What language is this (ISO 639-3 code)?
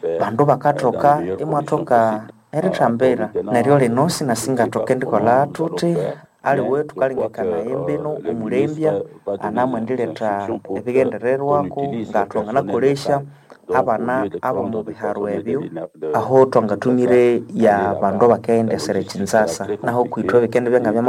nnb